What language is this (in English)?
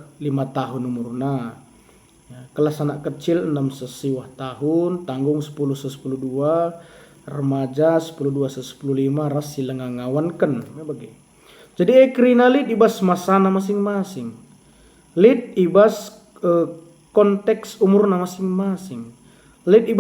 Batak Karo